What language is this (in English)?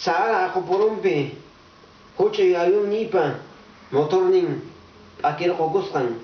Quechua